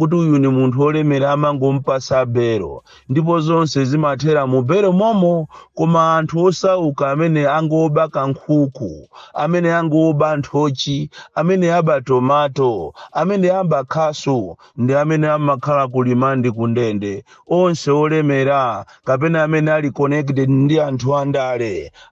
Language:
Nyanja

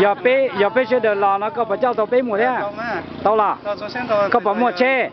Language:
Hmong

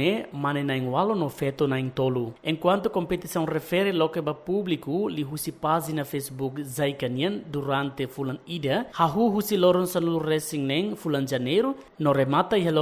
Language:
Tetum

